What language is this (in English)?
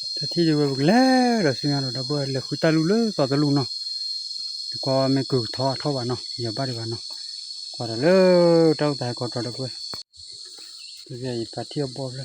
S'gaw Karen